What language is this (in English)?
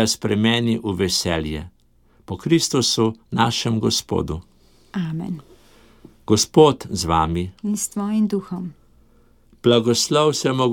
Slovenian